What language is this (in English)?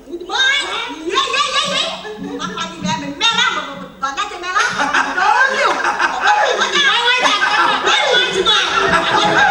Konkani